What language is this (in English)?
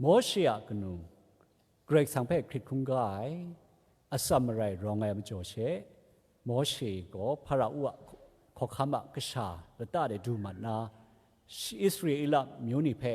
Kachin